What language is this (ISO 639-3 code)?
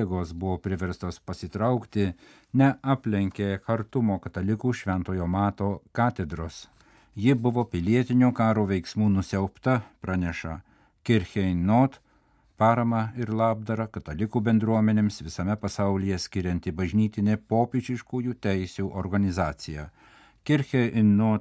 lit